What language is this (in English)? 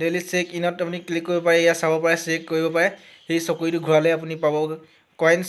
Assamese